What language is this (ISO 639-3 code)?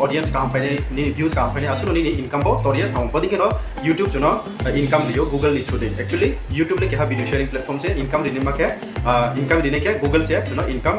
ria